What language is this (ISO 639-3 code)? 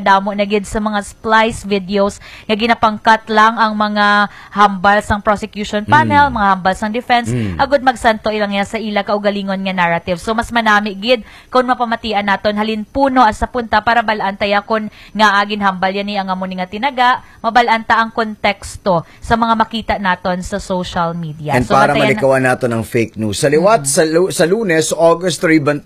hil